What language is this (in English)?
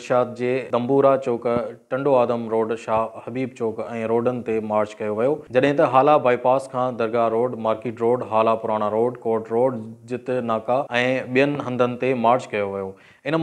Sindhi